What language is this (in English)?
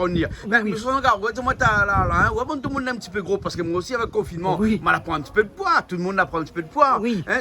Réunion Creole French